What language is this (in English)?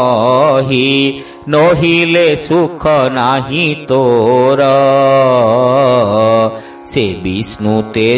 Odia